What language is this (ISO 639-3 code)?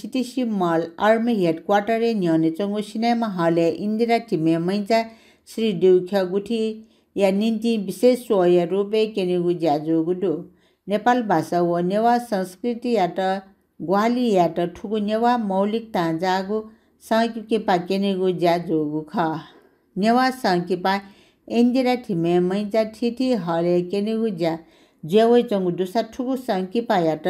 new